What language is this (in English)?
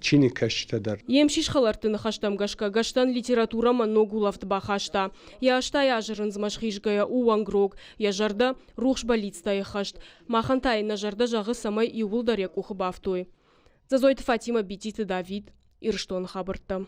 Ossetic